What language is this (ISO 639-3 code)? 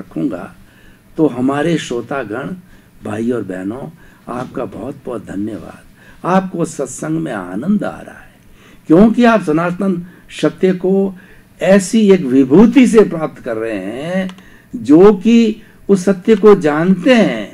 hin